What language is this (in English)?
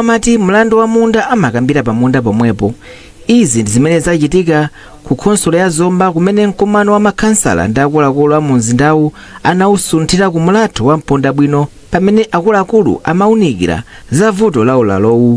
Nyanja